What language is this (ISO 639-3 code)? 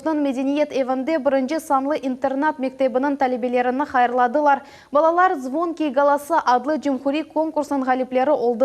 crh